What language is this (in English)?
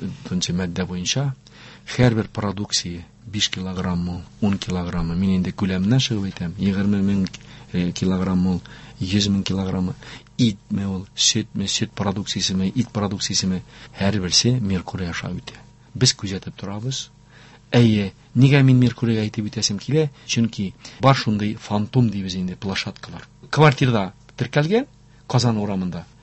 Tatar